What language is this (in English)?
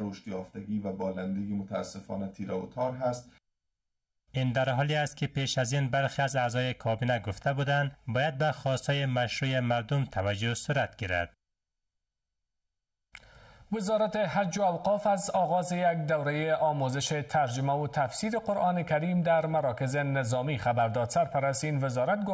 Persian